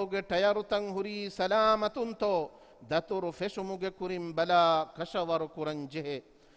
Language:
Divehi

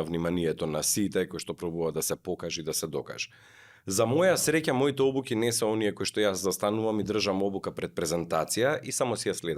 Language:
Macedonian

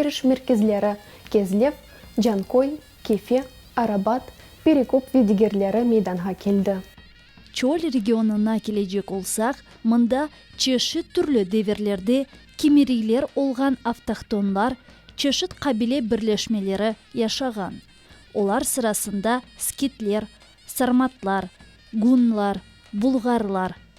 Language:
Crimean Tatar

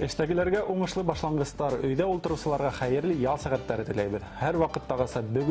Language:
Bashkir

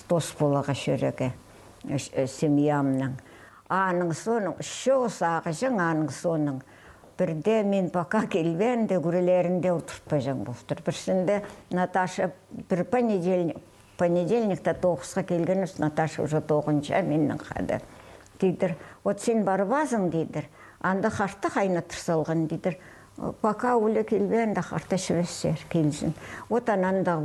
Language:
Khakas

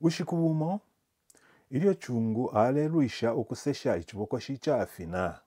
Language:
Bemba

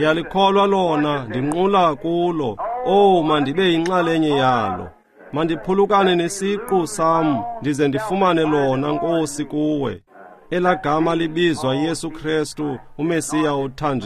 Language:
Xhosa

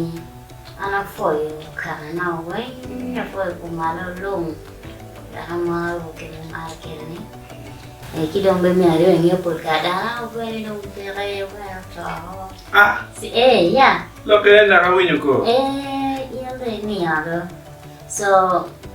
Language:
Acoli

